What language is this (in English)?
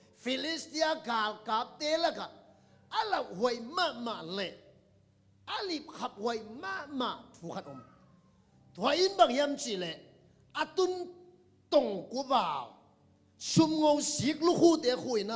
Tedim Chin